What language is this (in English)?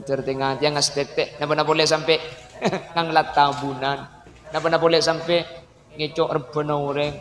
Madurese